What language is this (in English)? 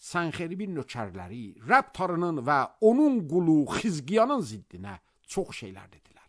Azerbaijani